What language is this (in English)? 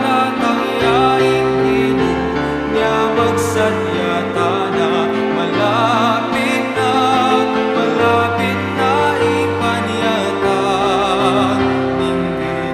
Pampanga